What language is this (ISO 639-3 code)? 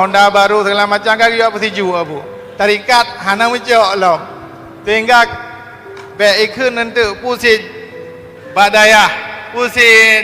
ace